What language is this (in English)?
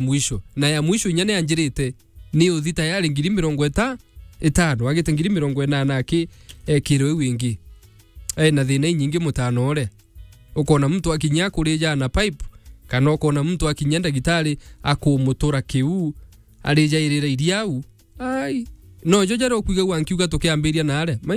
Meru